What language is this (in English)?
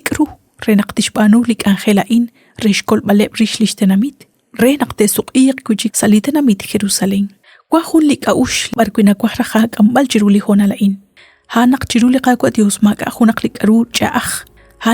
Kekchí